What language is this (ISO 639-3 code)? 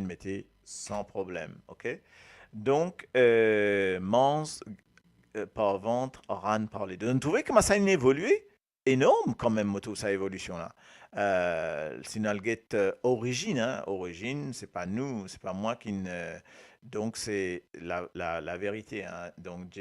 mfe